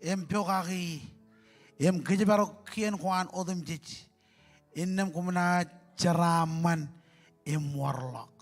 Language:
Marshallese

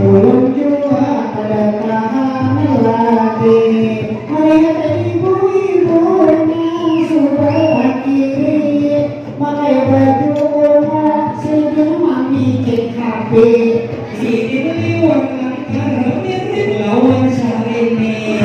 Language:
Banjar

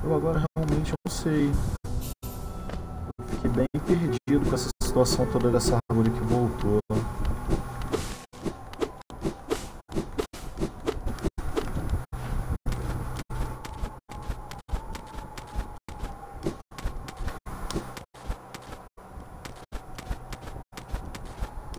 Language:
Portuguese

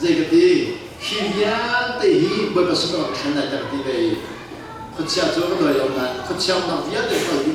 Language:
Hakha Chin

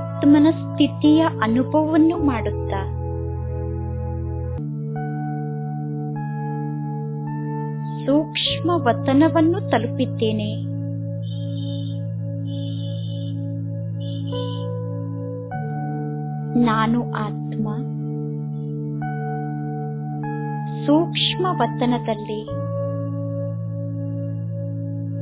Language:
Kannada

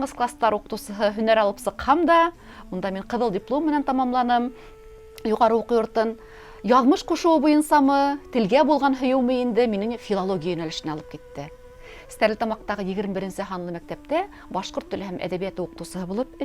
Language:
Bashkir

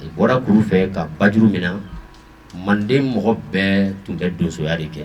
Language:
Bambara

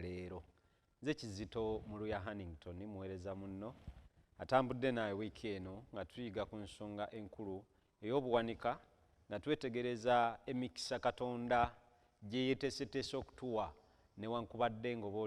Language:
Ganda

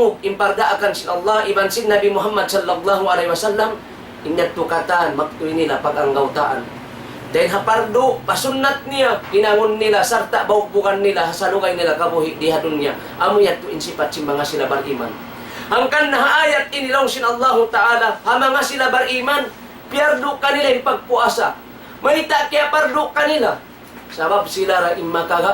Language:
Tausug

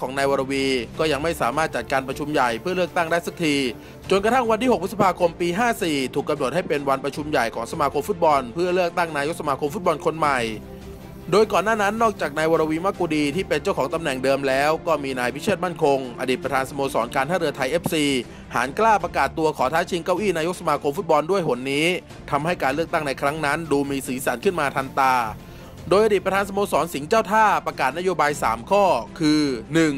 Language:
Thai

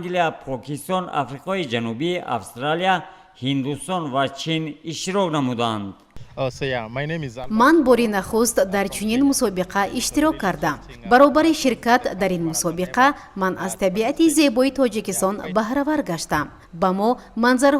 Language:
Tajik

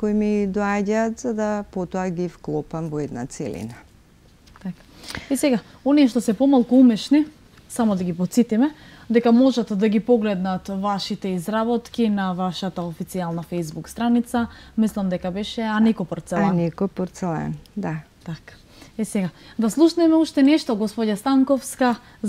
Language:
Macedonian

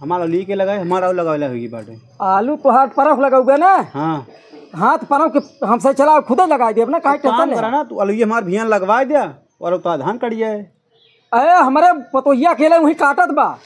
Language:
Awadhi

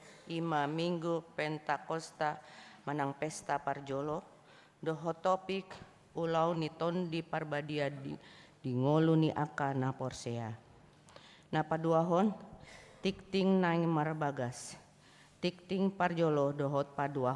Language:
Batak Toba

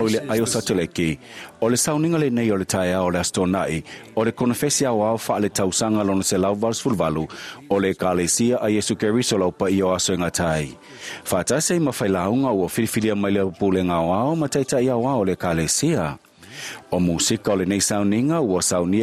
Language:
Samoan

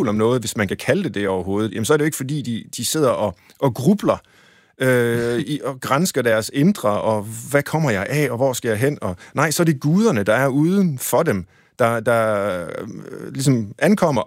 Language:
Danish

